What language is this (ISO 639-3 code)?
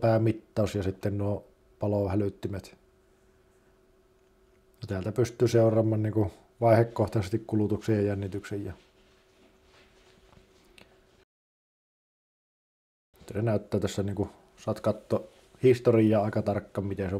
fin